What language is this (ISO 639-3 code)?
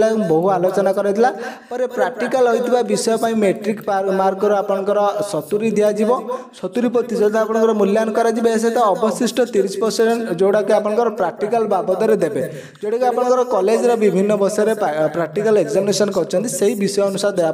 ori